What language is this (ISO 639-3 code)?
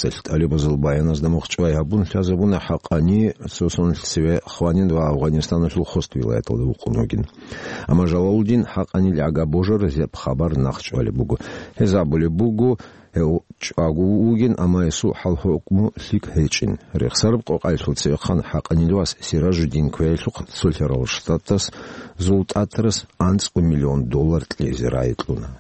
ava